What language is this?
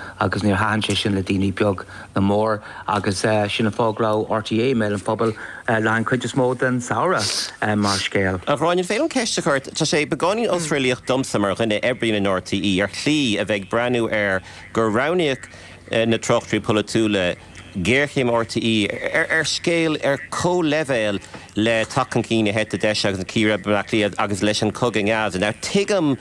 Irish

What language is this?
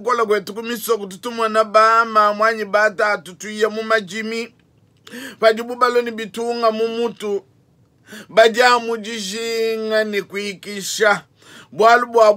Luba-Lulua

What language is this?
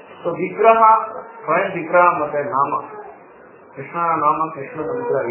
Kannada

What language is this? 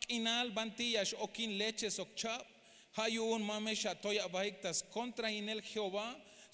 Tzeltal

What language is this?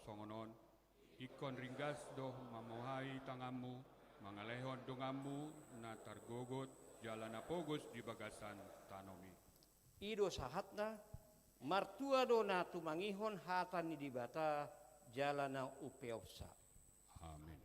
Batak Toba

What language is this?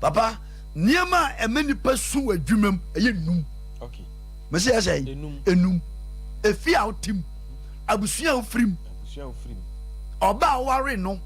Akan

